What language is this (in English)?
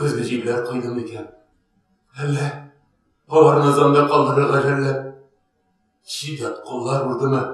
Tatar